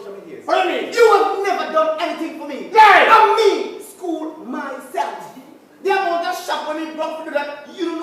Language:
Jamaican Creole English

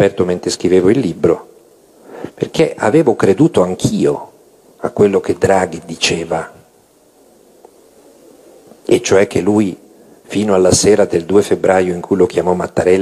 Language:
Italian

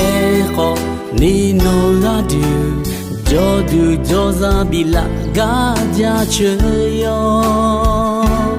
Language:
Akha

